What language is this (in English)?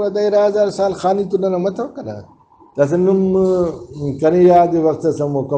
Brahui